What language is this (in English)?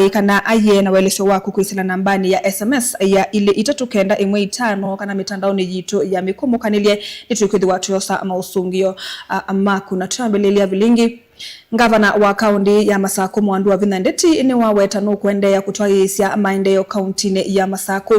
Kamba